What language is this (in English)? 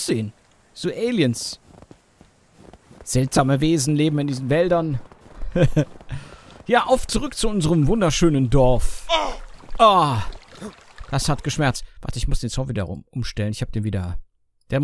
German